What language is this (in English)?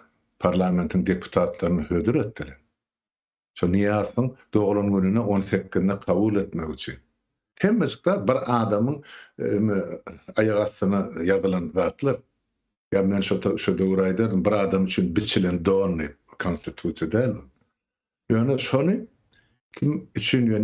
Turkmen